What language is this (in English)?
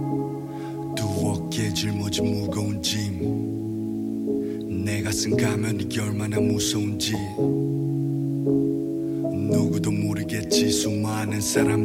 Korean